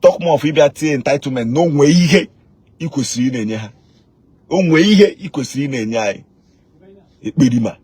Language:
Igbo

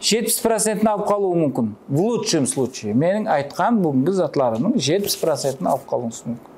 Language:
Kara-Kalpak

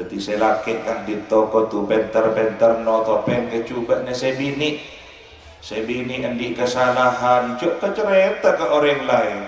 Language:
Madurese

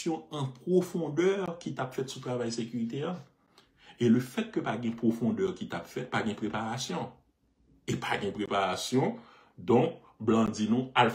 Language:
Haitian Creole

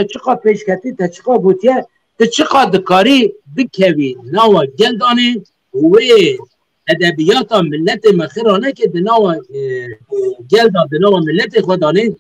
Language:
Kurdish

